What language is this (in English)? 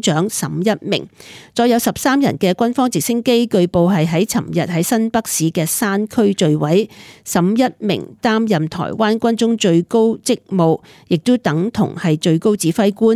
Cantonese